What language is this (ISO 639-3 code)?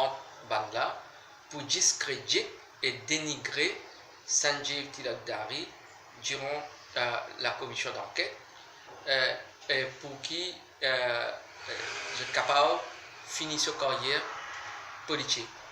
mfe